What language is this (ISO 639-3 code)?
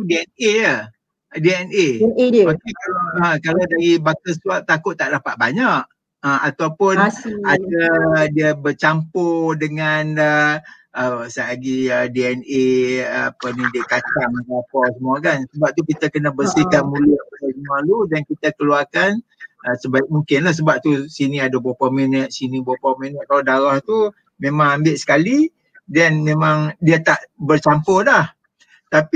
msa